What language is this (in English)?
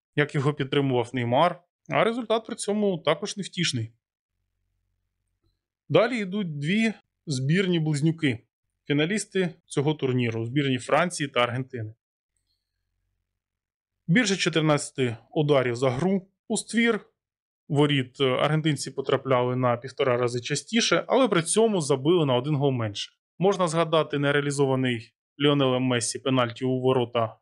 Ukrainian